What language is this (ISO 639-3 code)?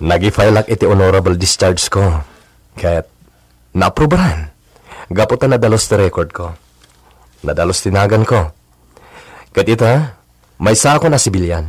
ilo